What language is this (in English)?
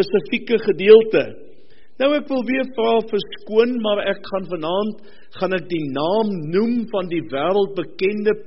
Afrikaans